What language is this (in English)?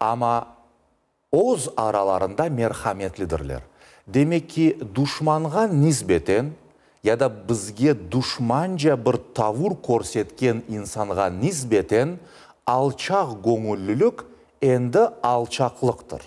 Crimean Tatar